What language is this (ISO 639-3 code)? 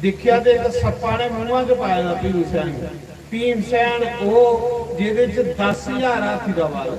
doi